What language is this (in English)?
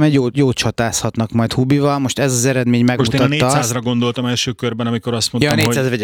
Hungarian